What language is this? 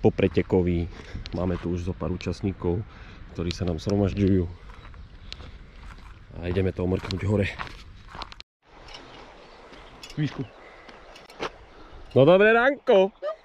Slovak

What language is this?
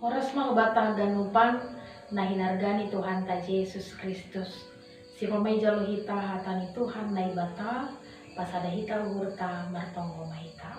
Batak Simalungun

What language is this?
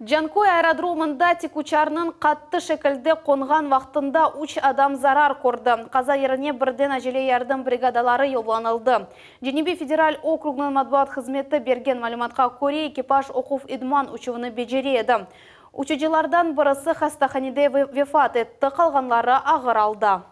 Crimean Tatar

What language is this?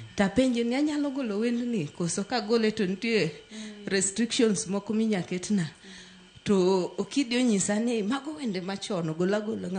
Luo (Kenya and Tanzania)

